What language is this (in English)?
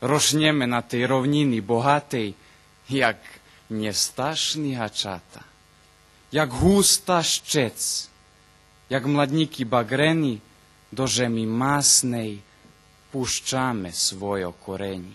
Rusyn